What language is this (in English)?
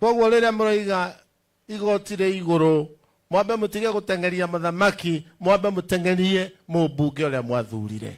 Kikuyu